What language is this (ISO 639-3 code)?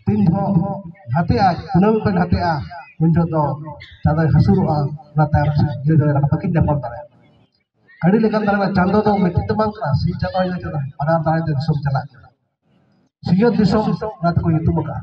sat